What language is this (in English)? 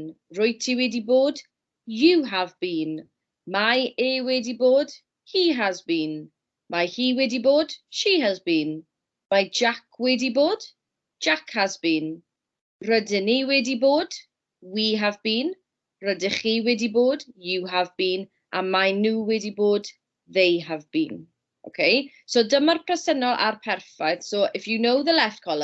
Welsh